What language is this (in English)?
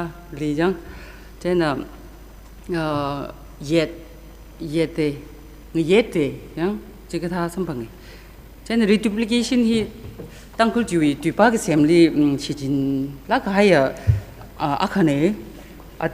Tangkhul Naga (India)